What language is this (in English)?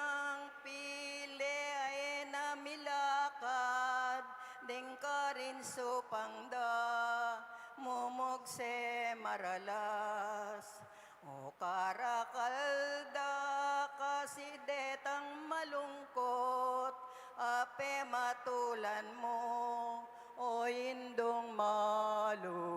Pampanga